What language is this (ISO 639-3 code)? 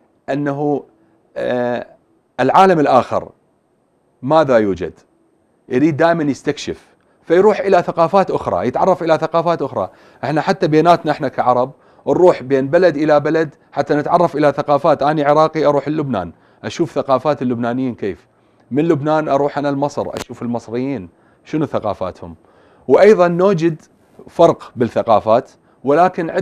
acm